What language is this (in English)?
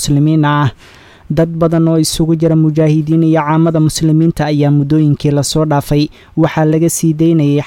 Somali